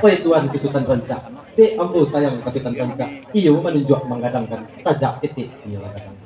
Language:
Minangkabau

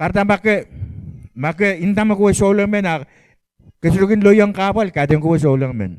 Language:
Pohnpeian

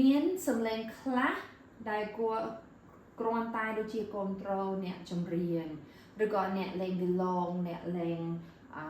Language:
Khmer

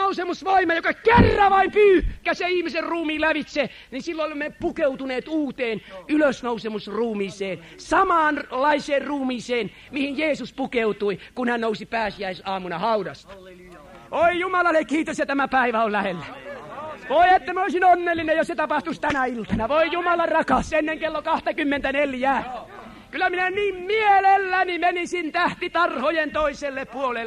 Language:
Finnish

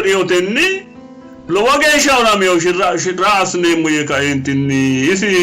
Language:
Sidamo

